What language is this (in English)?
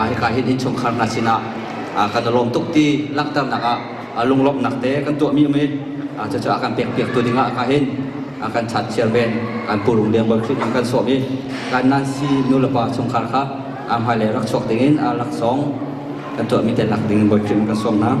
Hakha Chin